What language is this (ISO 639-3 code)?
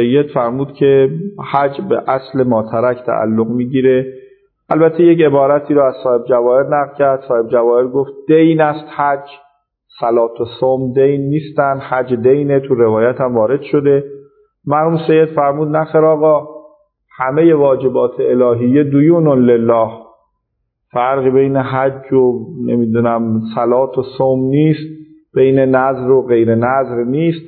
fas